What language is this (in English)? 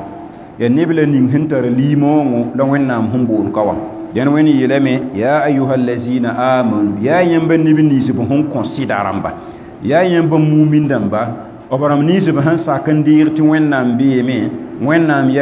Mossi